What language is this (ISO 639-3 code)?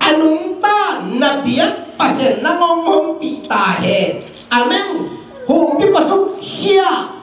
ctd